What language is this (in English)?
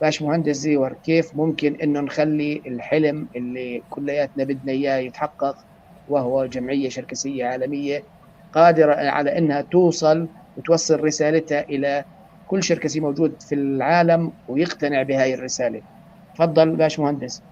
North Levantine Arabic